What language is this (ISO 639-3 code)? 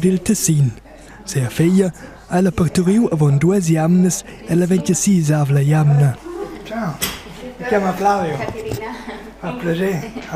roh